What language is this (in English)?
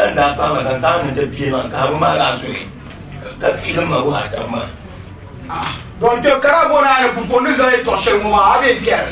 Dagbani